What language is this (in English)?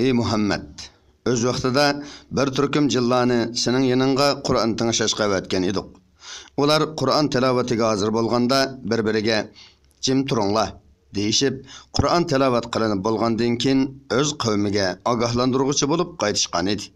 Uyghur